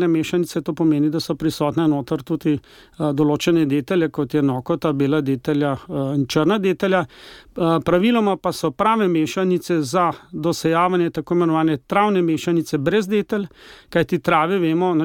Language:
Slovenian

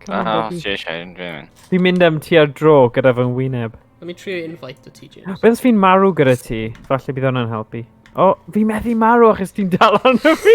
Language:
Welsh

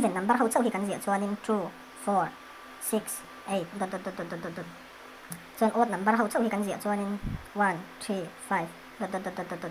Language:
Mizo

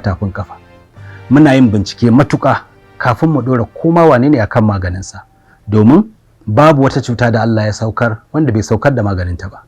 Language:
Hausa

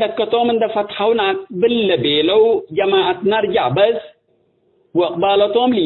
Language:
Tigre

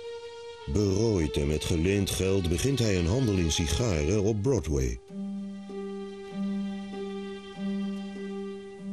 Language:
Dutch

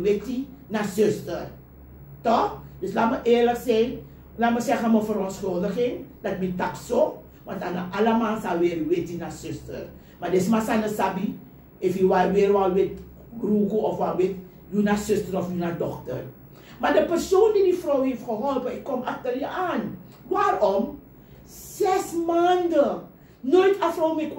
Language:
Sranan Tongo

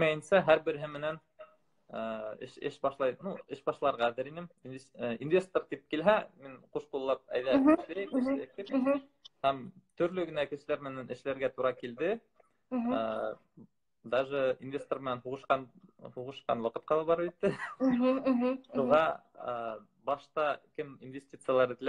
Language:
Bashkir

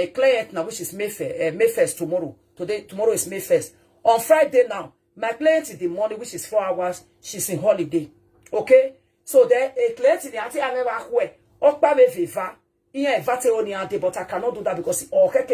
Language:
Nigerian Pidgin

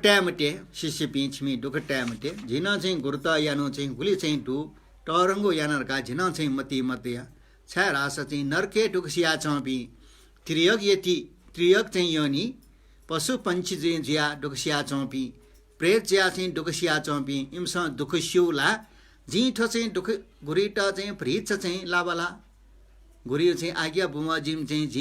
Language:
Newari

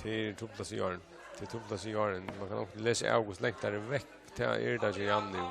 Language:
Faroese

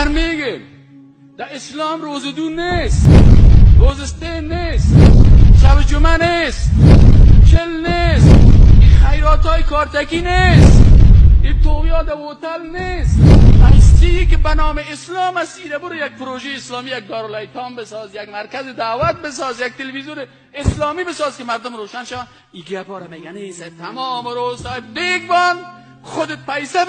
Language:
Persian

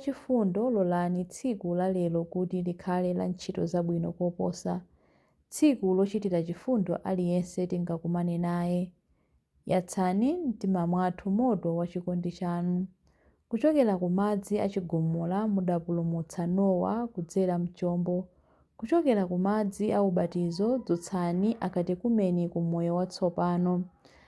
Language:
Nyanja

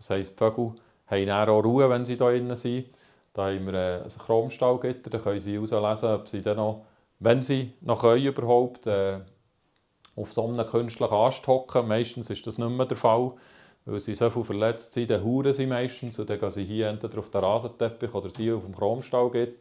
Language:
Swiss German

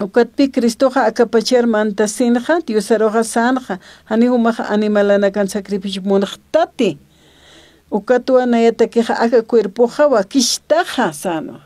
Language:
Aymara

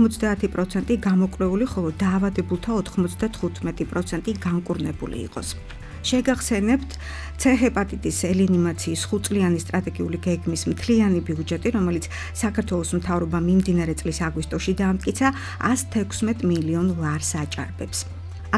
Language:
Georgian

